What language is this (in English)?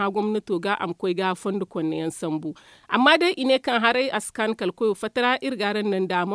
Zarma